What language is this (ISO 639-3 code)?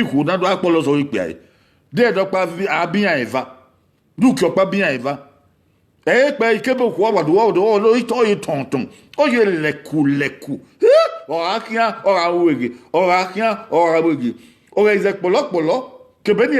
bin